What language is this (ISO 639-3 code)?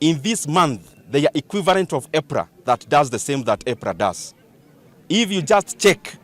kam